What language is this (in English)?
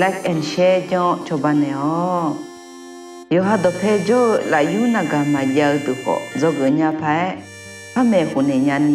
Akha